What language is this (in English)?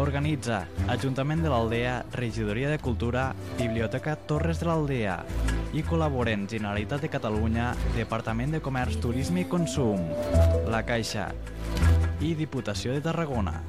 Catalan